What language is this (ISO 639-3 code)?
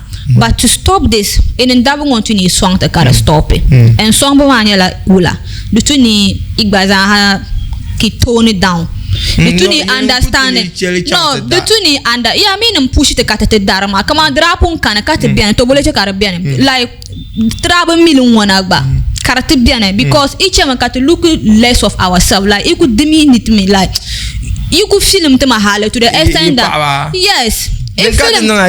dag